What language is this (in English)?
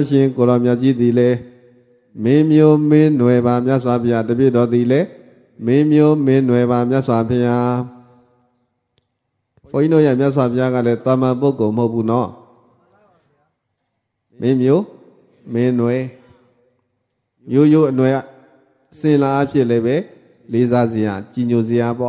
Burmese